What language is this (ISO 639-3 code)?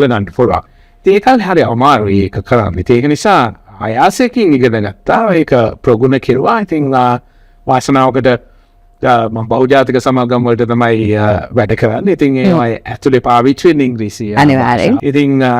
sin